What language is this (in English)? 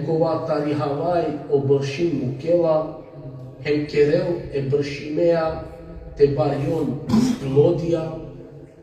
Balkan Romani